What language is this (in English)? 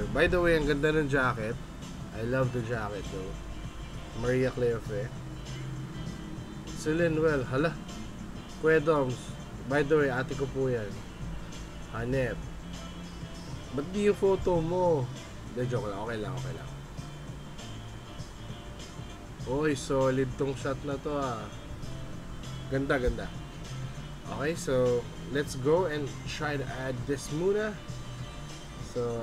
Filipino